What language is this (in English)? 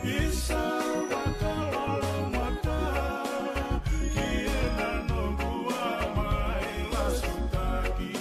Fijian